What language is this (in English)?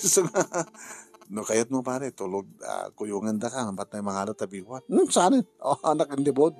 Iloko